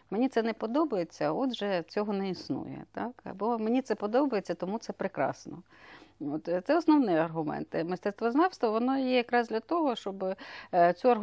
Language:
Ukrainian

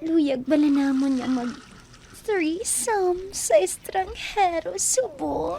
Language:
Hiligaynon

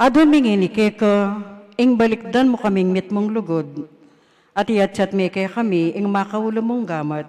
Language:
Pampanga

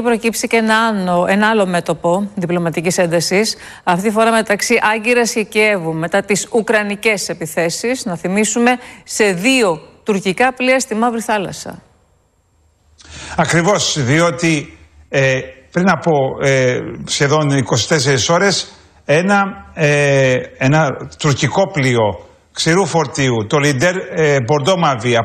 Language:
Greek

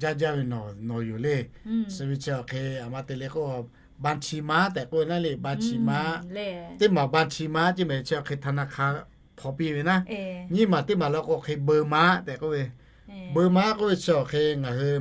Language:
Lahu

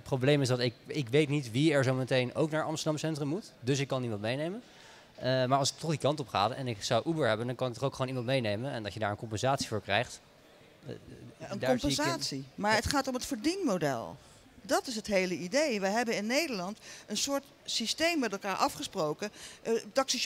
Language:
Dutch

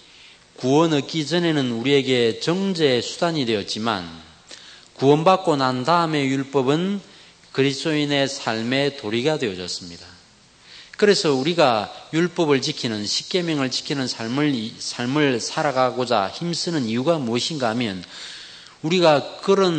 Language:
Korean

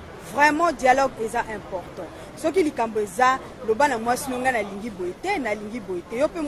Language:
Lingala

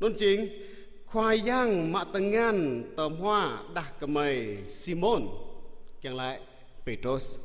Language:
Jarai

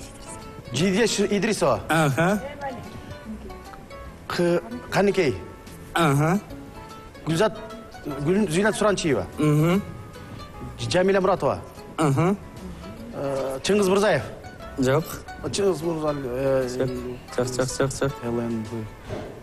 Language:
Kyrgyz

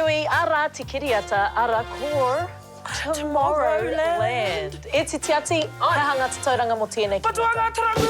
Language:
Māori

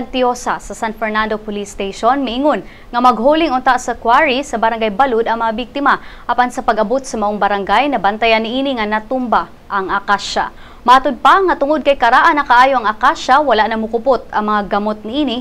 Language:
Cebuano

